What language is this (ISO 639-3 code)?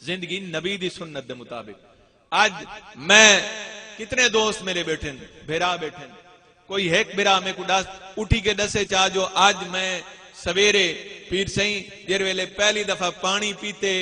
skr